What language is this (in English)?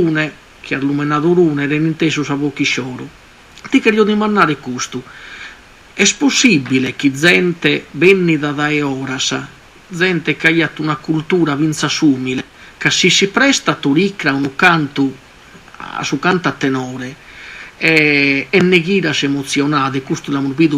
Sardinian